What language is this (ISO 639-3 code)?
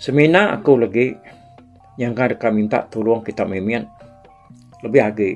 iba